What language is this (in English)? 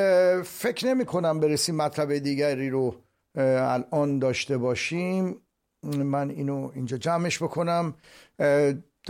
Persian